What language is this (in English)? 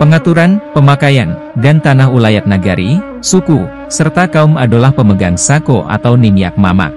Minangkabau